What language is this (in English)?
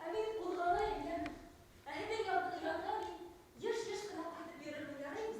Bashkir